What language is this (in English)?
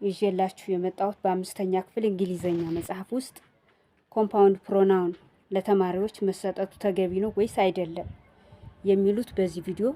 Amharic